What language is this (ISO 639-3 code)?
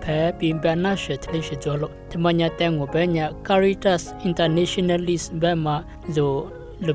lis